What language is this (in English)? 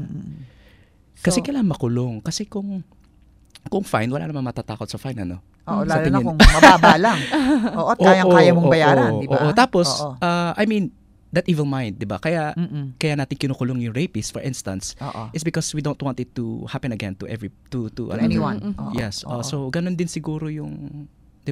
Filipino